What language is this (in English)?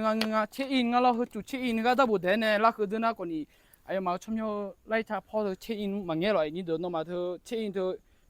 Akha